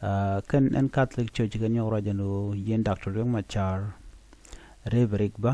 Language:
Nuer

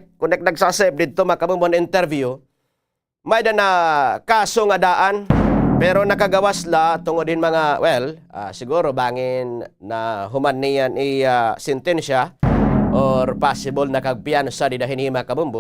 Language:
Waray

